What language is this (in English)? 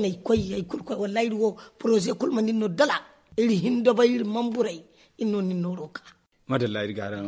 Zarma